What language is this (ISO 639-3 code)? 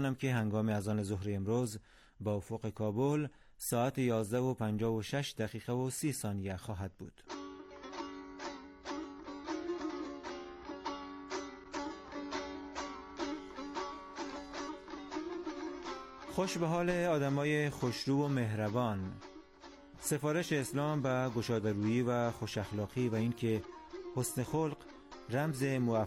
fas